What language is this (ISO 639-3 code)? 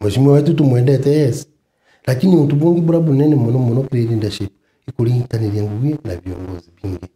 mer